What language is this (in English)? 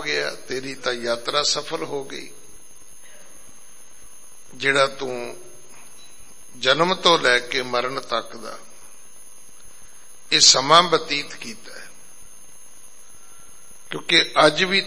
Punjabi